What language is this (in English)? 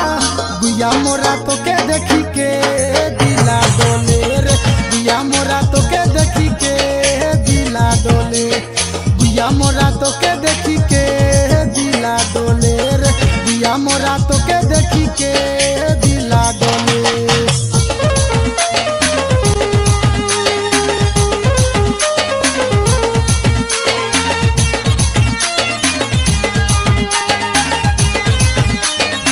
Bhojpuri